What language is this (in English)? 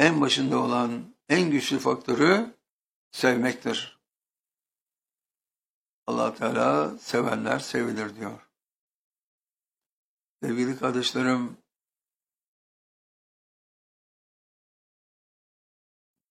Turkish